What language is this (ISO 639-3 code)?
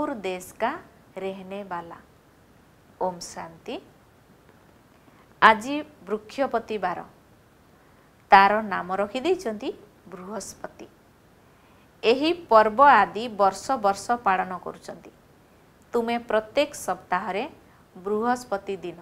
ori